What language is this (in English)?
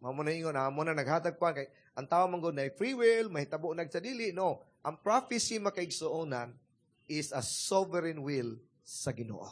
Cebuano